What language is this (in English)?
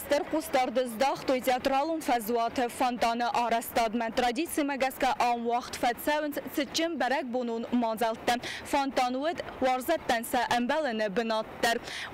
Ossetic